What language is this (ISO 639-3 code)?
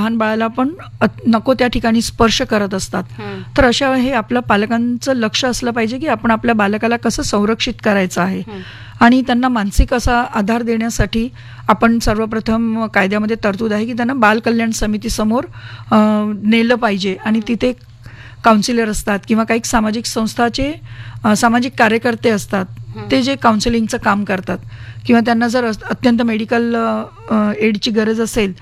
mar